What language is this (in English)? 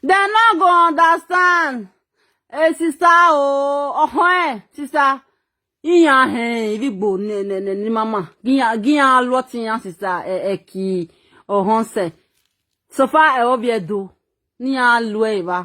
Nigerian Pidgin